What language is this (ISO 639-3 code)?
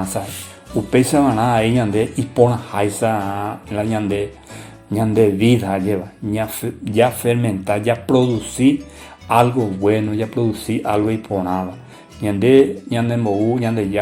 grn